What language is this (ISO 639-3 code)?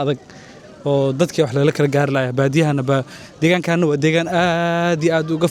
som